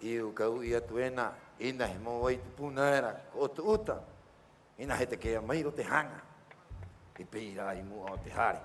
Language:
Rapanui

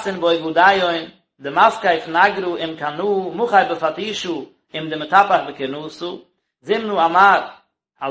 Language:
Yiddish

